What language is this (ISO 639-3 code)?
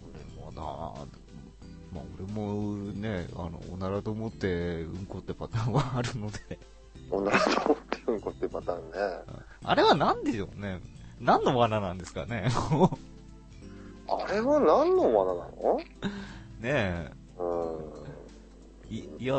jpn